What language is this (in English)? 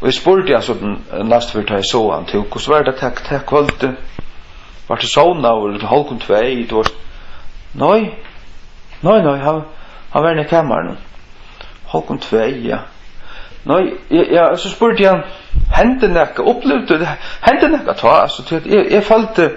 Faroese